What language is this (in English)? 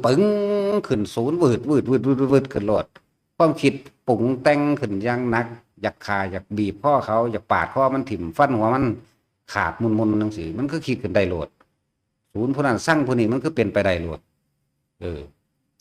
Northeastern Thai